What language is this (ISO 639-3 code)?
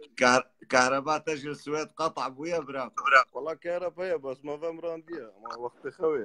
kur